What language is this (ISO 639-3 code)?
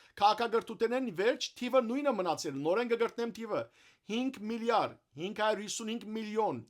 hyw